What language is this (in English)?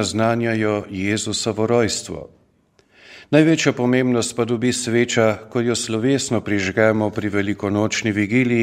Slovenian